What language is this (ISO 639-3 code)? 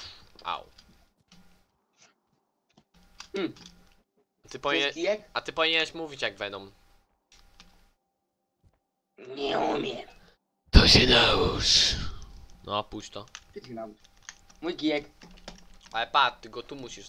pol